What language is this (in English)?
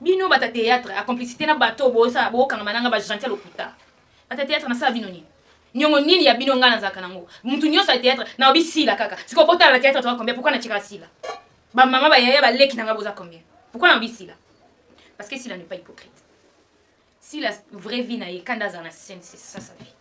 Lingala